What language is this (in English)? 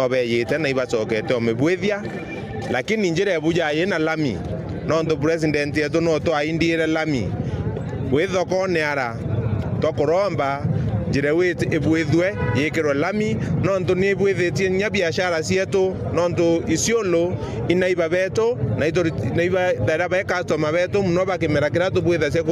Meru